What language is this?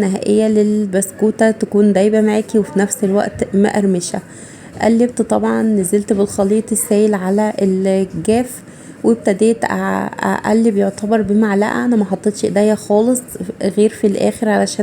Egyptian Arabic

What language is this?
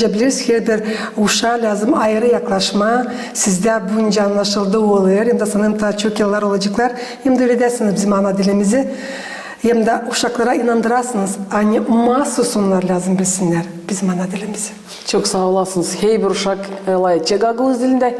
Gagauz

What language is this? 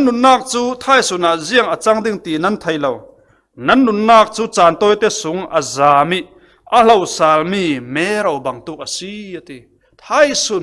Falam Chin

